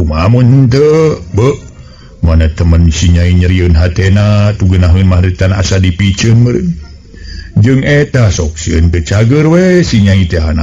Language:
Sundanese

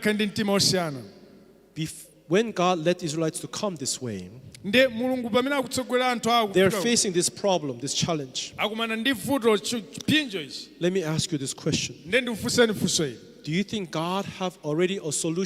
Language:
Nyanja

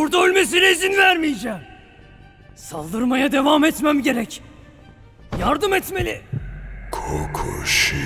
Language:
Turkish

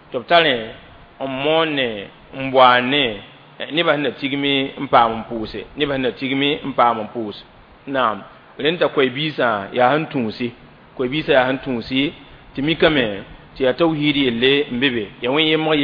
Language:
Mossi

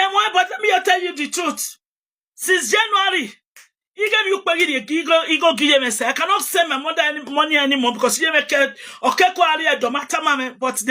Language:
Nigerian Pidgin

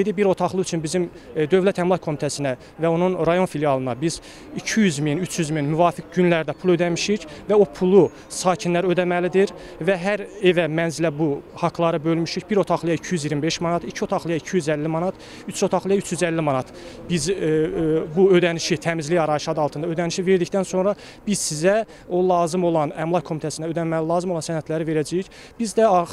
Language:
Azerbaijani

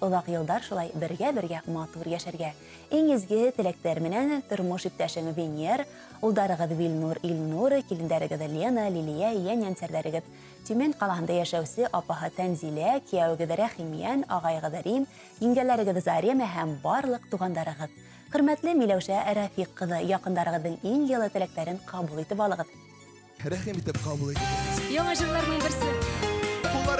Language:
Bashkir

